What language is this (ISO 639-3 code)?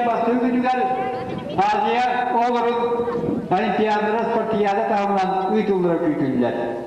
sah